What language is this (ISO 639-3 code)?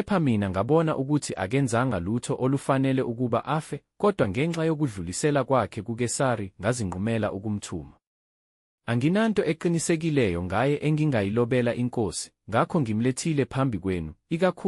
zul